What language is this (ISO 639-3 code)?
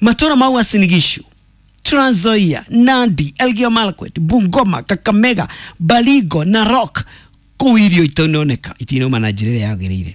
kik